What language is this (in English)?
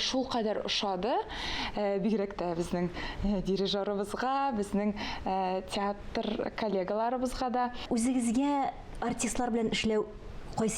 Tatar